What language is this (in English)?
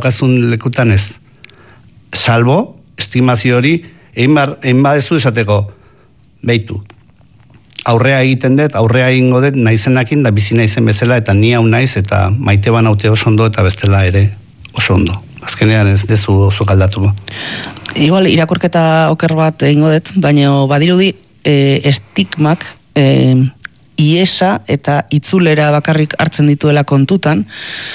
Basque